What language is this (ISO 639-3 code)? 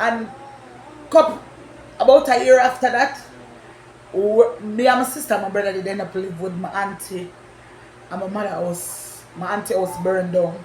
jam